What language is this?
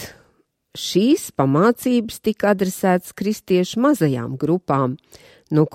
Latvian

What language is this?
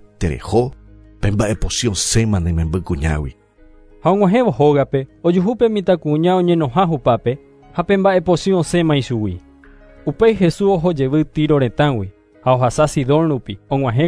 Guarani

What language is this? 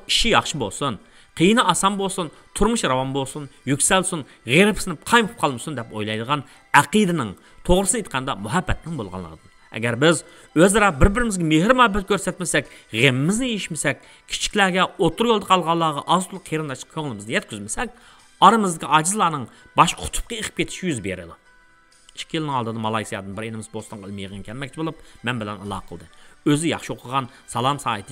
Uyghur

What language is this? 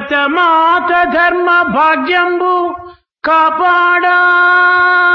Telugu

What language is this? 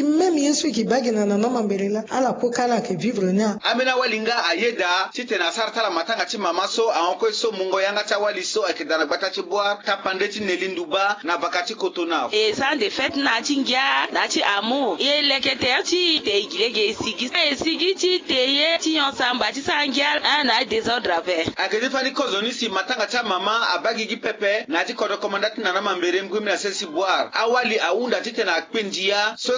Sango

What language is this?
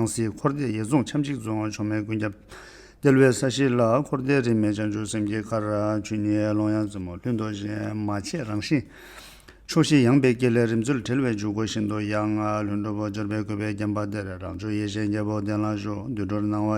Tibetan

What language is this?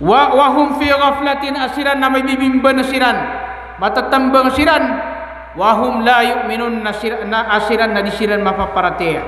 Maranao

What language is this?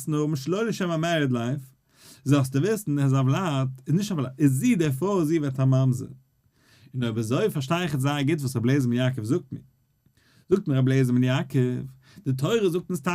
Yiddish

